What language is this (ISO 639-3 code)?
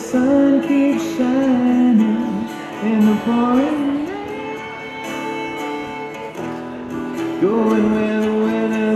eng